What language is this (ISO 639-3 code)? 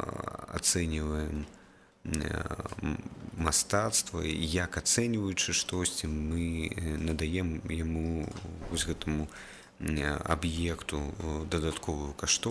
bel